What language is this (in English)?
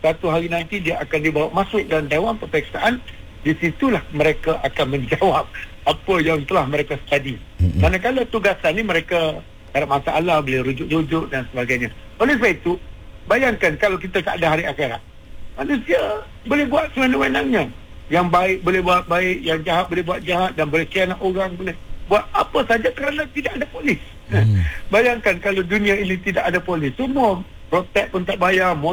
Malay